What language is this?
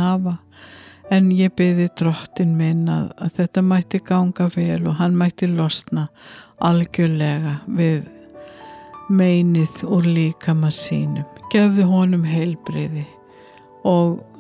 Icelandic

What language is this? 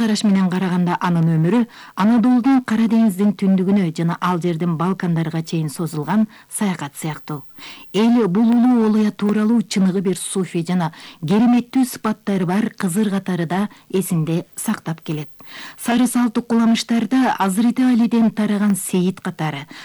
Kyrgyz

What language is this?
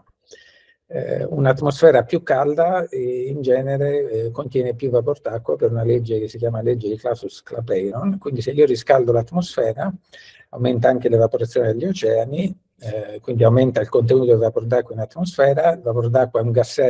Italian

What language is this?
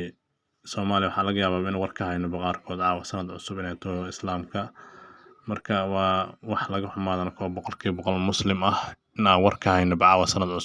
Somali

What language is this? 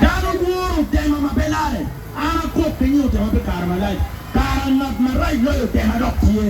Acoli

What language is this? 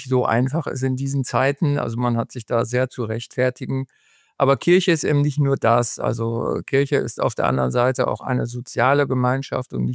German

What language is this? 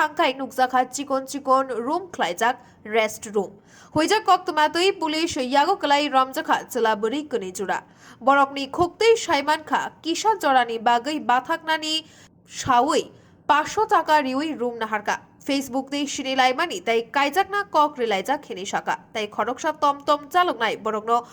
Kok Borok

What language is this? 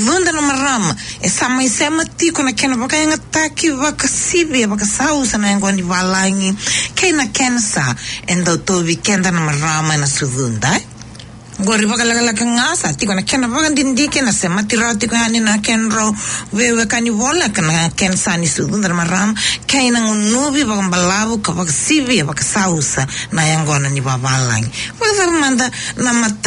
Fijian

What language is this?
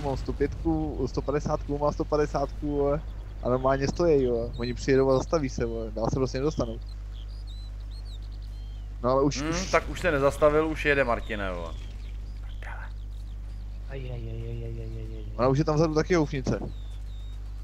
Czech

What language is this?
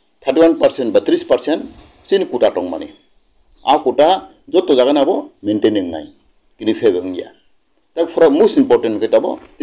Kok Borok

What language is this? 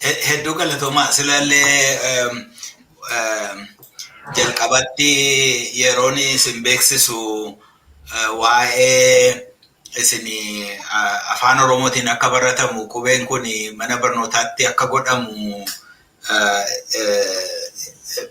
Oromo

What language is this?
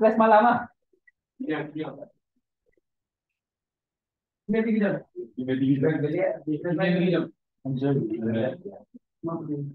Malay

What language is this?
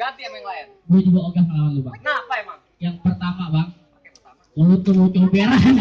Betawi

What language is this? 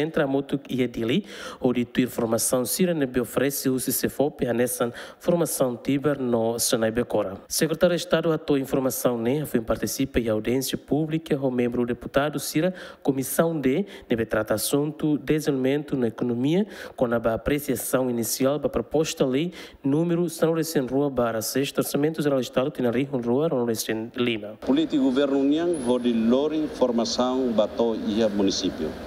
Tetum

